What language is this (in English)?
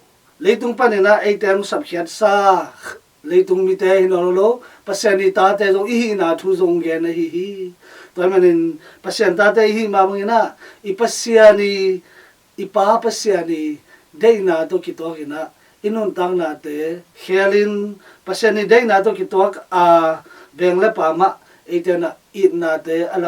Tedim Chin